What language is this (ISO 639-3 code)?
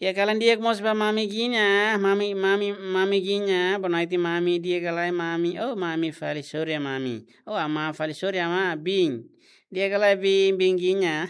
tet